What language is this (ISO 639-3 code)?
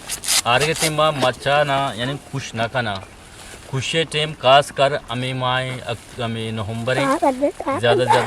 bgp